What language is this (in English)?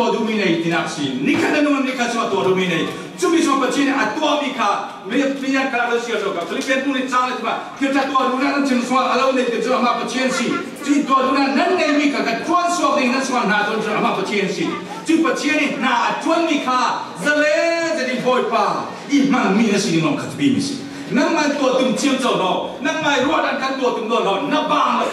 Falam Chin